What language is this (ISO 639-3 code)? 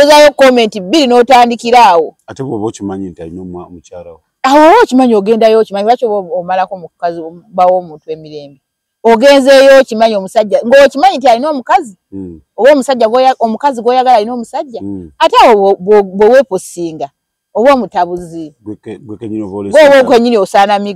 lug